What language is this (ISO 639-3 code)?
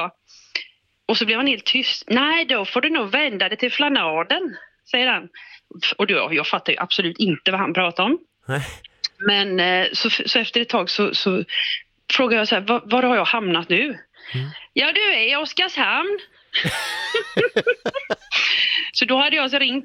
swe